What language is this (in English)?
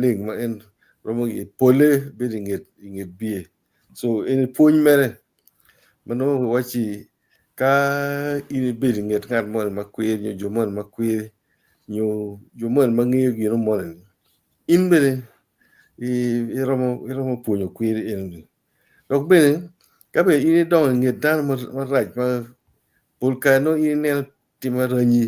Acoli